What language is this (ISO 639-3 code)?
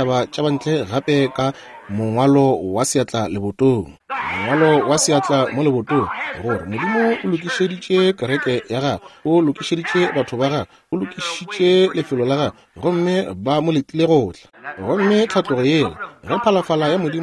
nso